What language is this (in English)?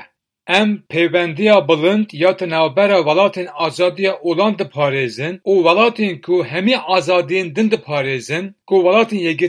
Kurdish